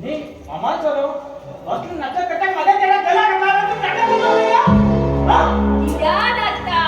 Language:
Konkani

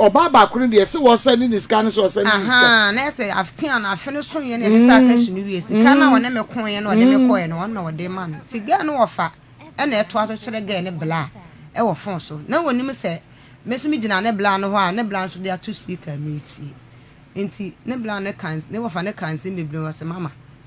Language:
Akan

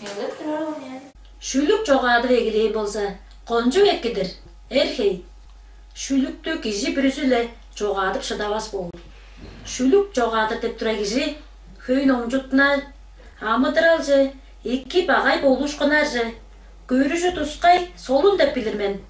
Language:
Tuvinian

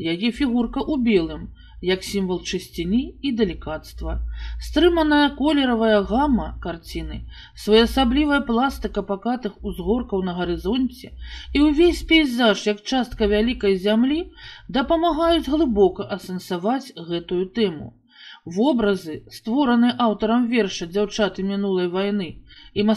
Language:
Belarusian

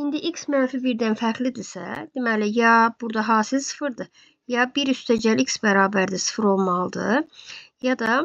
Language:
Azerbaijani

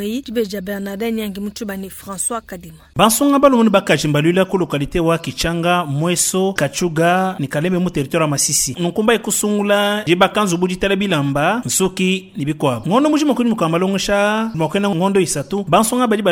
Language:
Luba-Lulua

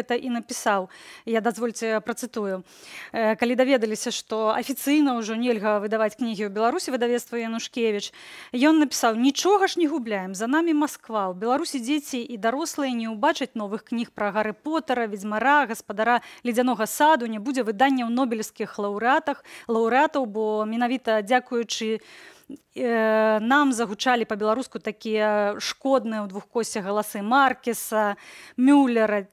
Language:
Belarusian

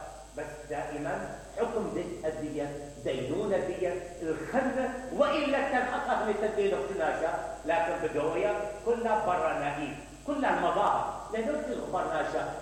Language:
Mesopotamian Arabic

